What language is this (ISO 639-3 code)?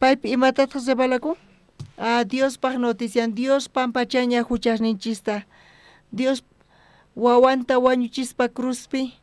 quh